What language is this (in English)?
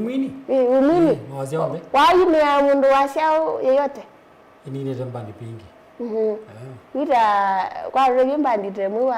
Kamba